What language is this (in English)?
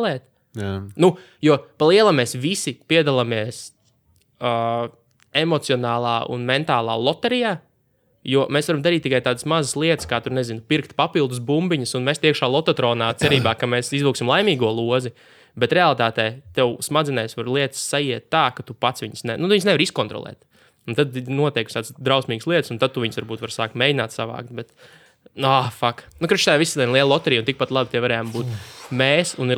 Latvian